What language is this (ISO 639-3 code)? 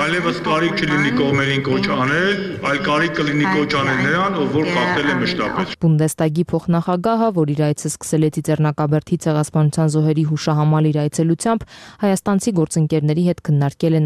hye